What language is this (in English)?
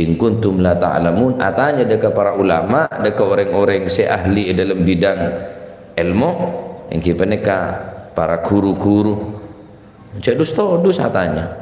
Madurese